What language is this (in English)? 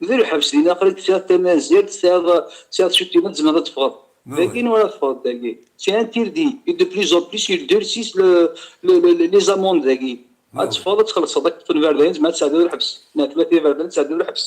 Kabyle